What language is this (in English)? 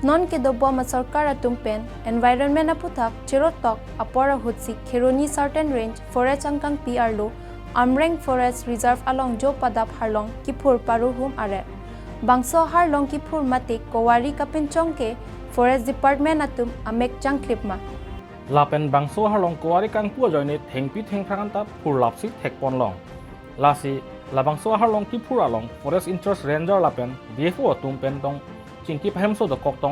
Karbi